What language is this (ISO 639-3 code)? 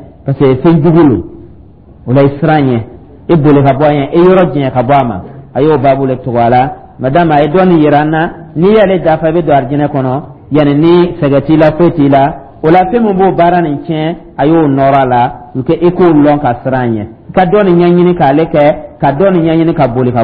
dyu